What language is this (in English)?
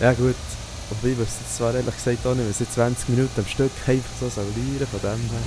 Swiss German